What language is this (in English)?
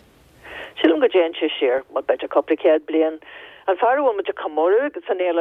Irish